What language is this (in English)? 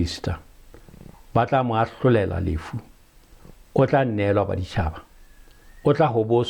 Southern Sotho